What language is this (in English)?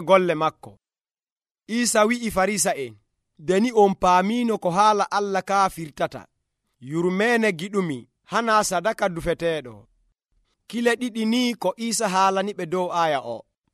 Nigerian Fulfulde